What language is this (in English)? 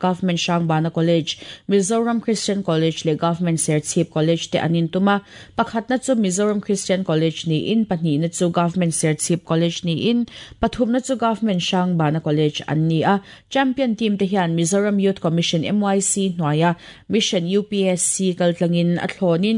Mizo